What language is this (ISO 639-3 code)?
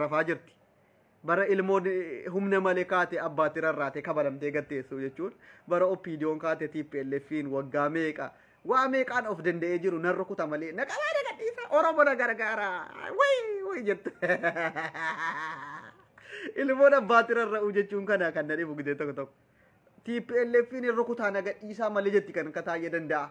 orm